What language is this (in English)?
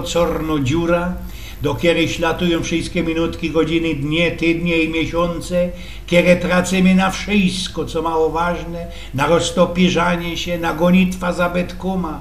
Silesian